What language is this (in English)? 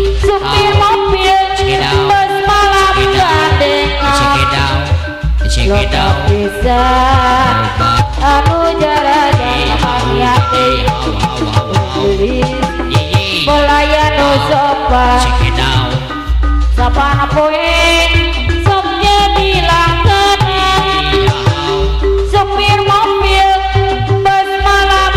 Sundanese